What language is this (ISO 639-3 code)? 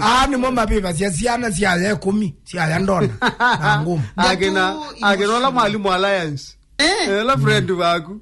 kam